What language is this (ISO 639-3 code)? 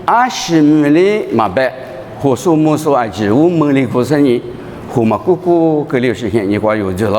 lis